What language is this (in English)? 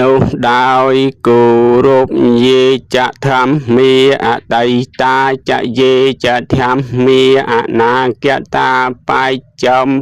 Khmer